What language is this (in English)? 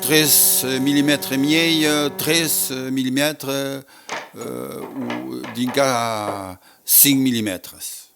Occitan